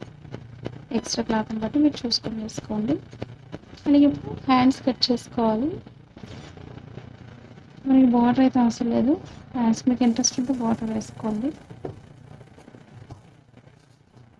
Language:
Telugu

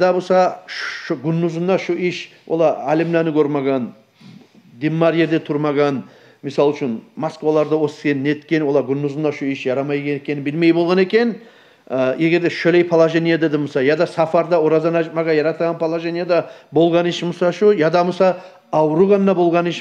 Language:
Kumyk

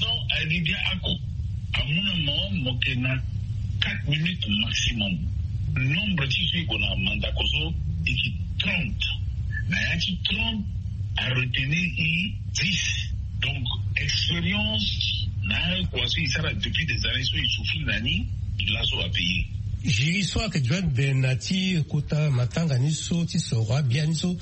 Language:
Sango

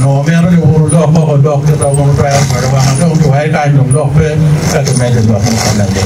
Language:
Acoli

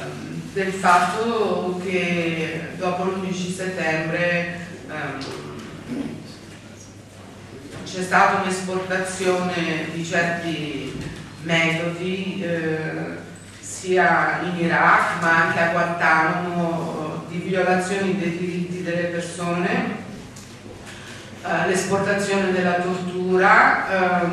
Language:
Italian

